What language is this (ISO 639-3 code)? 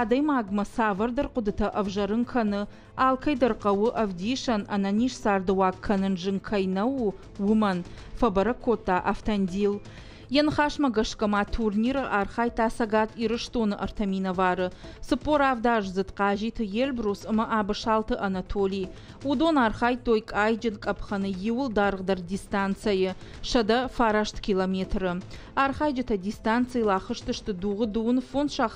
oss